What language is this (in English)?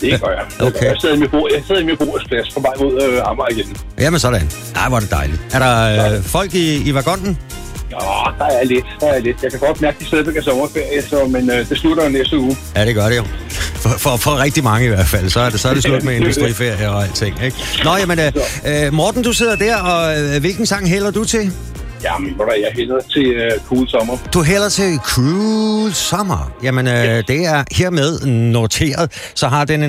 Danish